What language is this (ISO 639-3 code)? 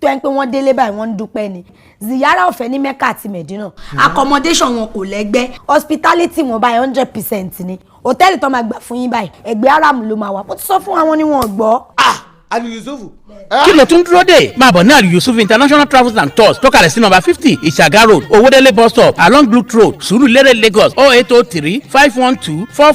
yor